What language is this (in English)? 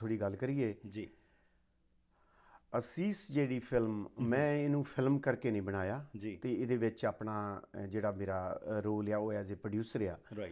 Punjabi